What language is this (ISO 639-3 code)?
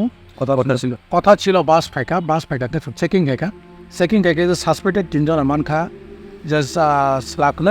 trp